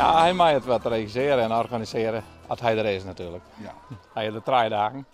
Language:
Western Frisian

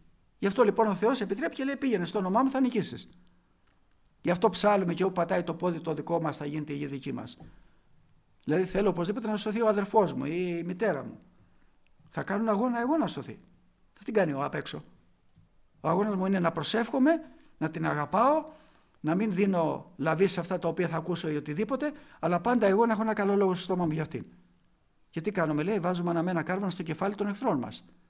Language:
Greek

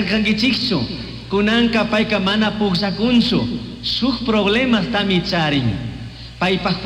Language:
Chimborazo Highland Quichua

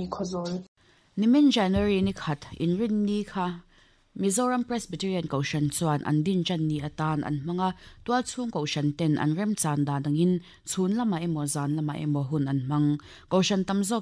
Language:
Mizo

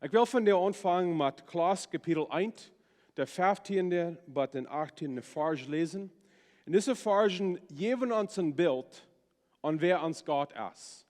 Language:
Plautdietsch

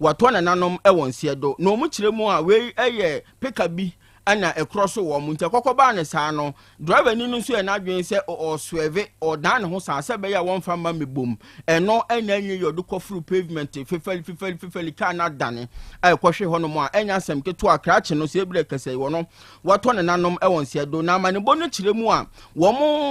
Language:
Akan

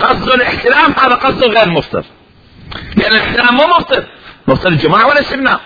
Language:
Mesopotamian Arabic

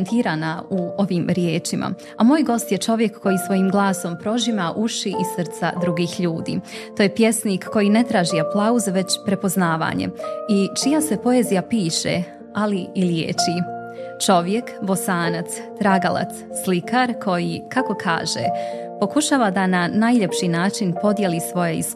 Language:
Bosnian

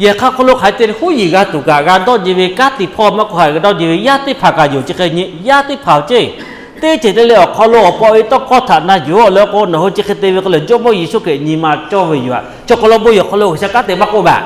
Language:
Lahu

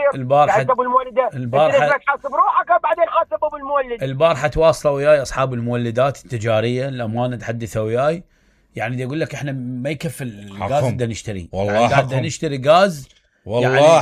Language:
Mesopotamian Arabic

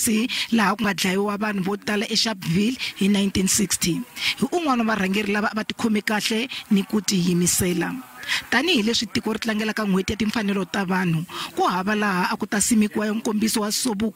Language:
Tsonga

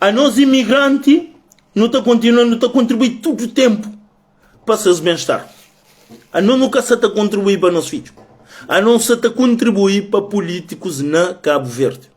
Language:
Kabuverdianu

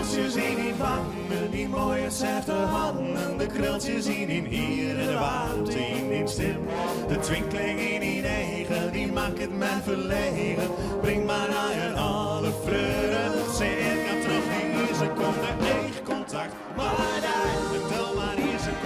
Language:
Western Frisian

